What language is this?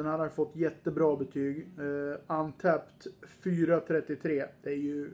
Swedish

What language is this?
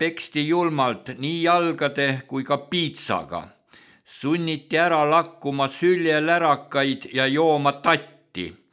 Estonian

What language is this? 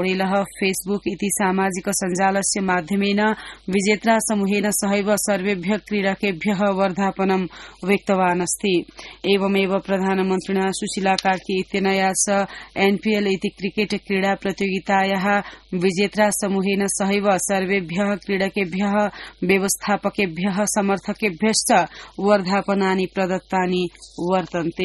Sanskrit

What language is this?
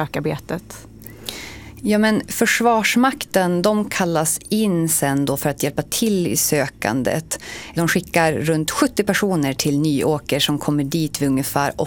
Swedish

